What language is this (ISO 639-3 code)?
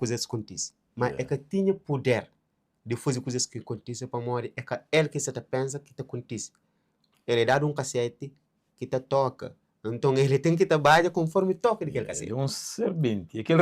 kea